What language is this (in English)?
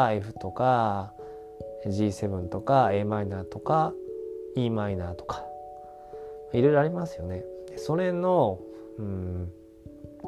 Japanese